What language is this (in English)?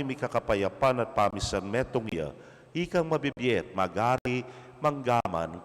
Pampanga